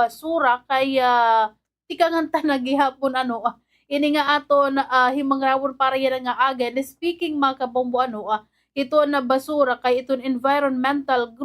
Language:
Waray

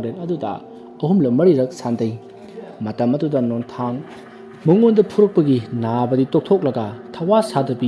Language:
Manipuri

